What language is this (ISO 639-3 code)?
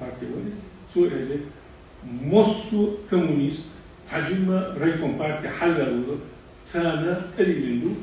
che